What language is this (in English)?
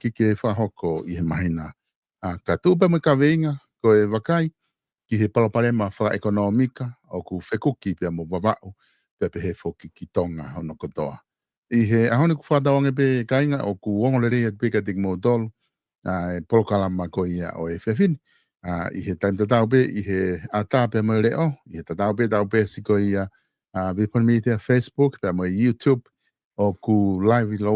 Tongan